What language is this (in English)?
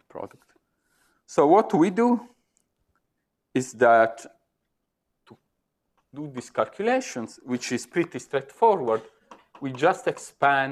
English